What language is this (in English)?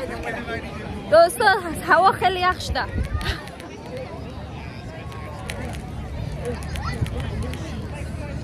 Persian